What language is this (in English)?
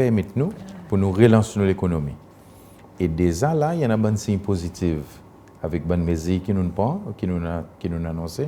Seselwa Creole French